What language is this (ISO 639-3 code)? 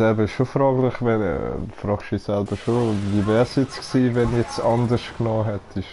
gsw